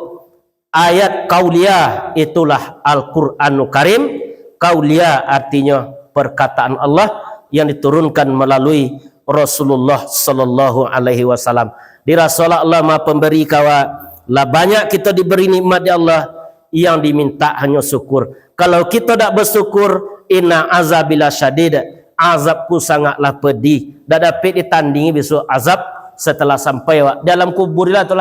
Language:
Minangkabau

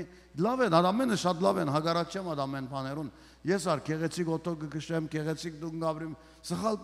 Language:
Western Armenian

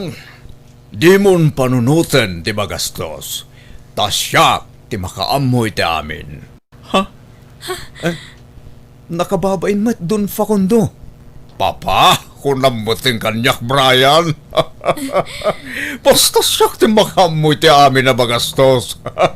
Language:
Iloko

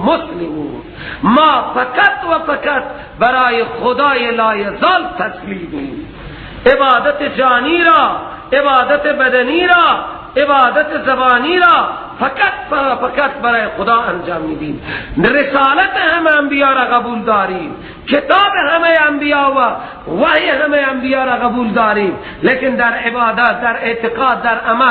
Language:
Persian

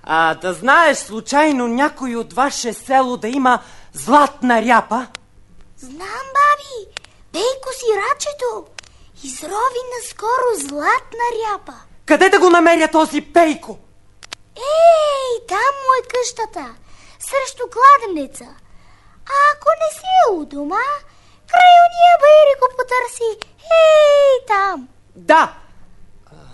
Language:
Bulgarian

